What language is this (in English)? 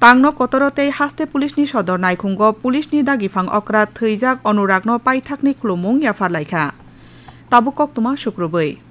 Kok Borok